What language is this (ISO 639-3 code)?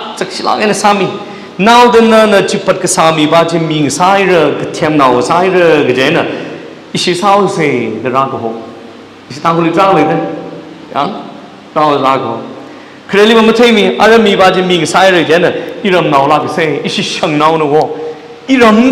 nmf